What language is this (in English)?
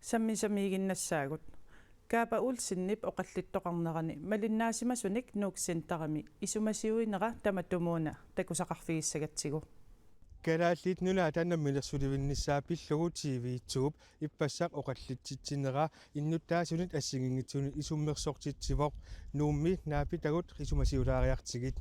Kalaallisut